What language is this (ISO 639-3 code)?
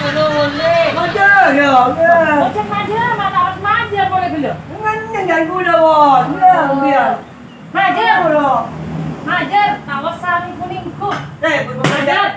mad